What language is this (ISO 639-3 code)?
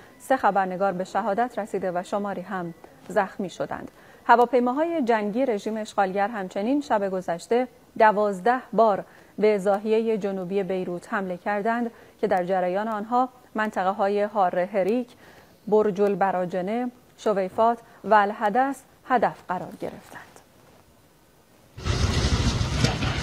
fas